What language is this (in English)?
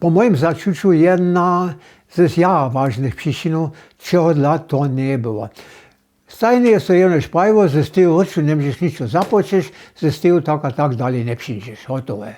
Upper Sorbian